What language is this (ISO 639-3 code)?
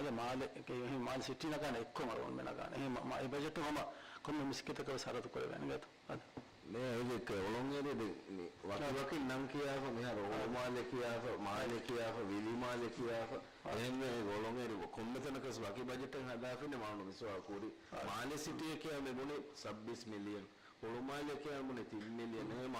div